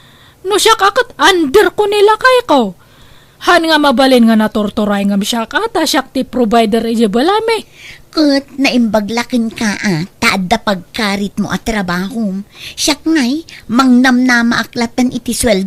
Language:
Iloko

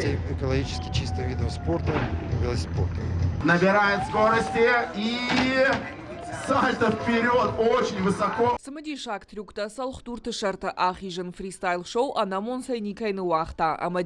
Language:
Ossetic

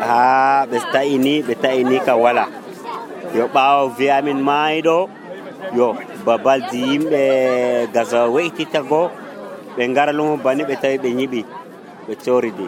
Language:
Nigerian Fulfulde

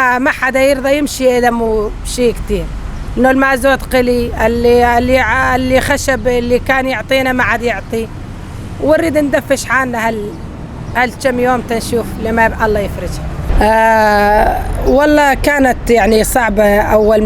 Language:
North Levantine Arabic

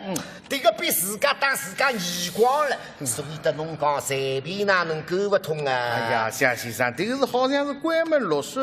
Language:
Wu Chinese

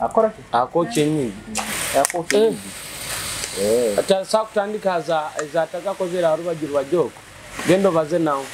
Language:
Nyoro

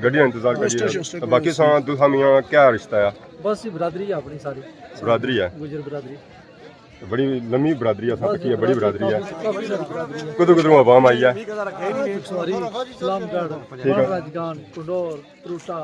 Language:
Pahari-Potwari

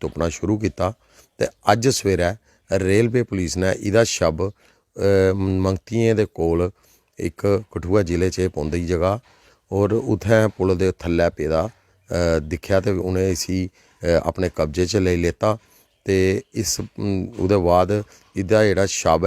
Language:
Dogri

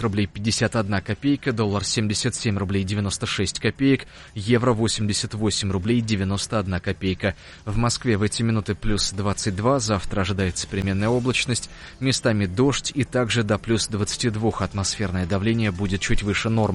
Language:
Russian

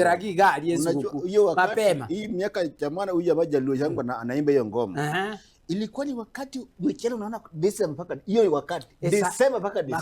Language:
Gusii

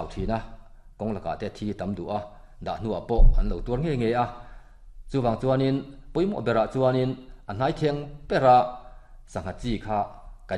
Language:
Mizo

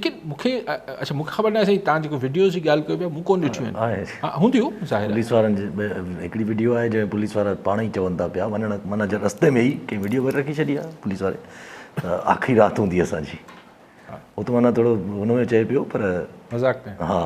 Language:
Sindhi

